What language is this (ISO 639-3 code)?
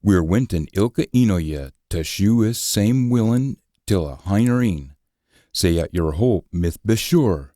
sco